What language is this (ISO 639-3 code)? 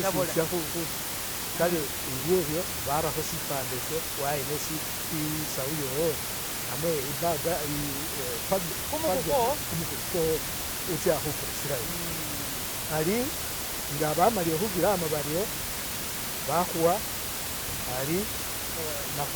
myx